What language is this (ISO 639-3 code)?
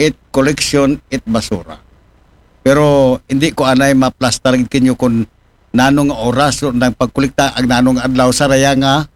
akl